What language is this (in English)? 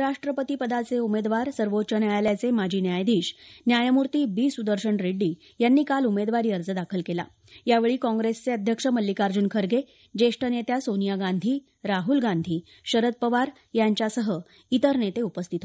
Marathi